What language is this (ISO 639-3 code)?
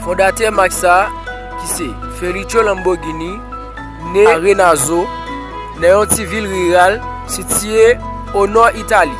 hat